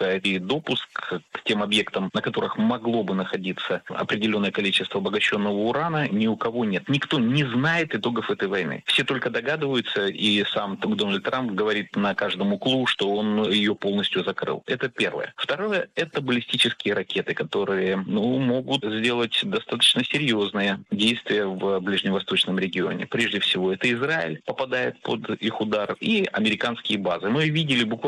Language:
Russian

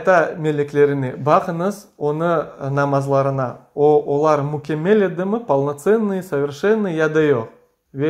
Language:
Crimean Tatar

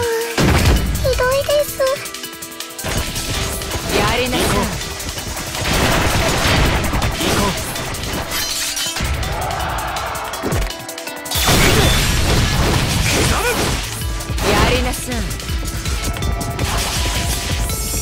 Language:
Japanese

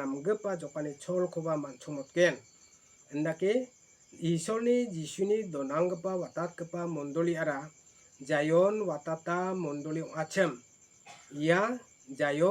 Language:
Garo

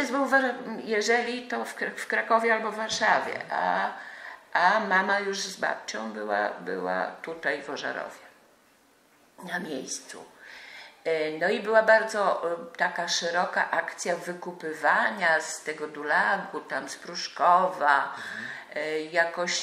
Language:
Polish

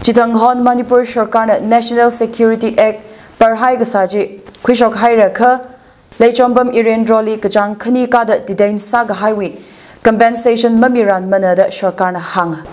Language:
Tangkhul Naga (India)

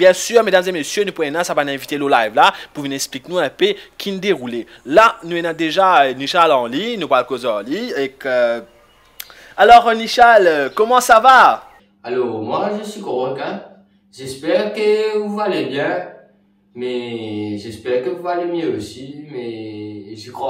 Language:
Morisyen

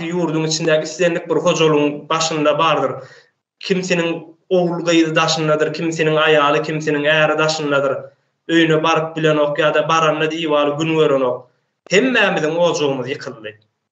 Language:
Turkmen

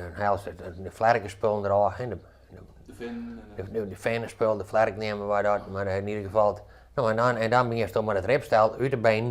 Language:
Western Frisian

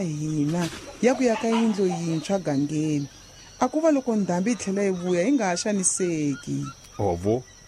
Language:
Tsonga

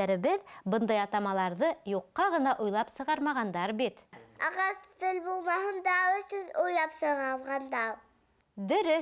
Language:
Bashkir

